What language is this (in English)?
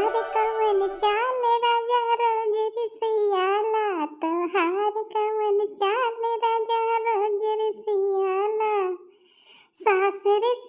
Bhojpuri